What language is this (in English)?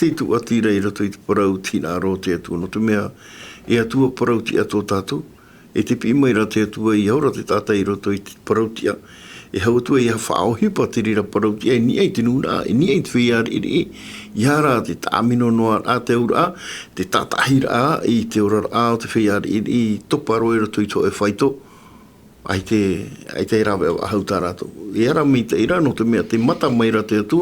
Tahitian